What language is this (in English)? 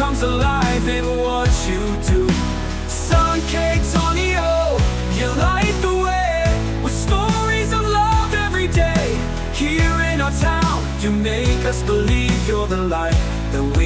Waray